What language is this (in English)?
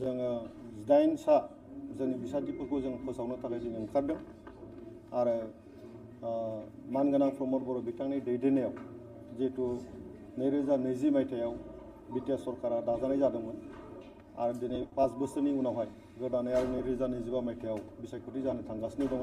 Bodo